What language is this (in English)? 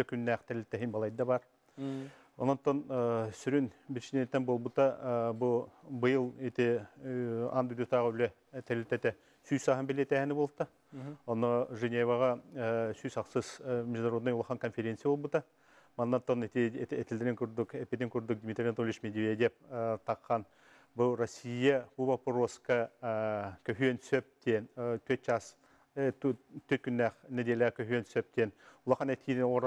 Yakut